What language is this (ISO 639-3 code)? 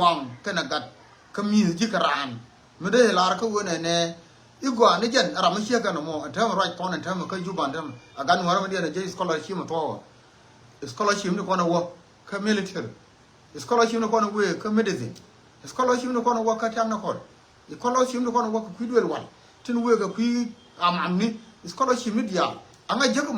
nus